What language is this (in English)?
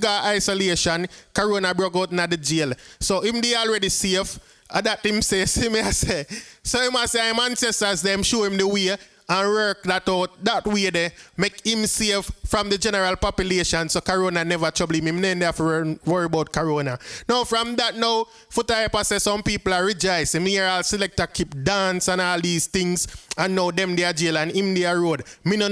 Jamaican Creole English